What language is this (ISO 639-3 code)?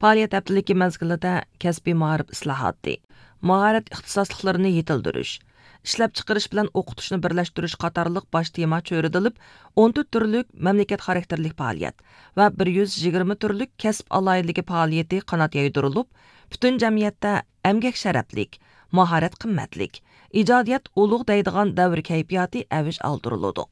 uig